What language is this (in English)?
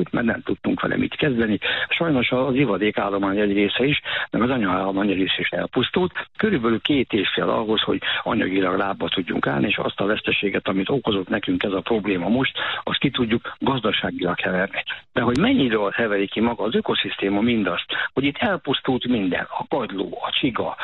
Hungarian